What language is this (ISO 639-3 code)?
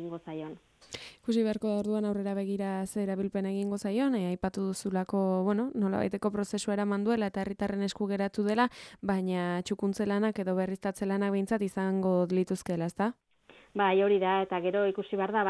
eus